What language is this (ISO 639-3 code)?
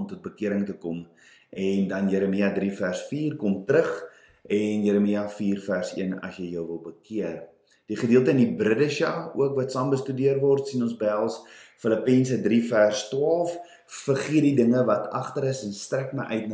afr